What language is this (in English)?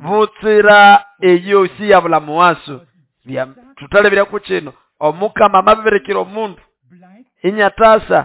Nande